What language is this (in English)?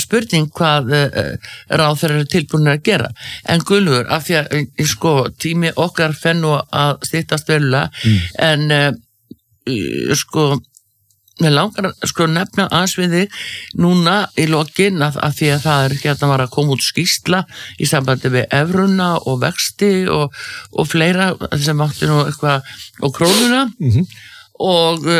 Icelandic